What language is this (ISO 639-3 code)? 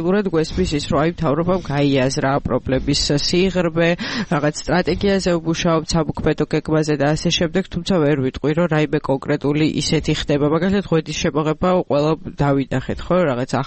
kat